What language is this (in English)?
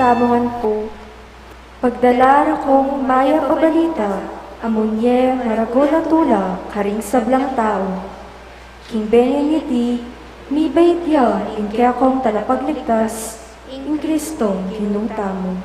Pampanga